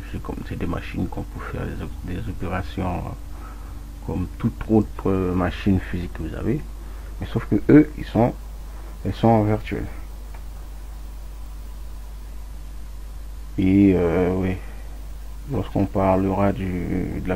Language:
French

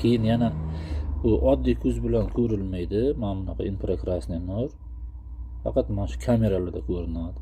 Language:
Uzbek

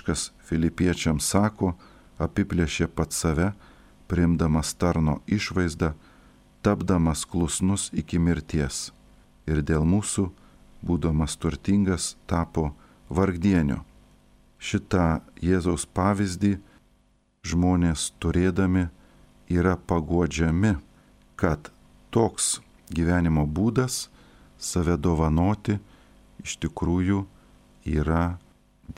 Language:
Lithuanian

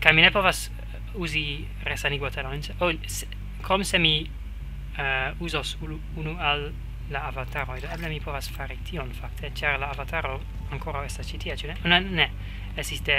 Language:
Esperanto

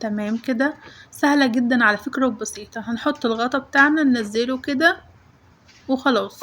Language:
Egyptian Arabic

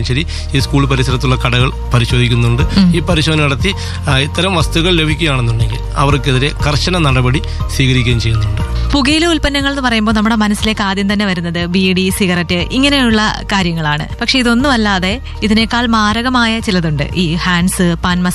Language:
Malayalam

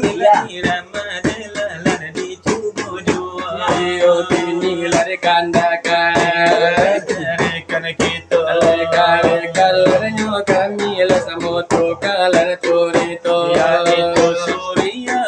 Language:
Minangkabau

